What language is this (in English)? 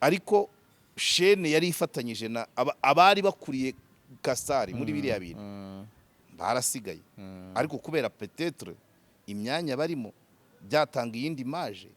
Kinyarwanda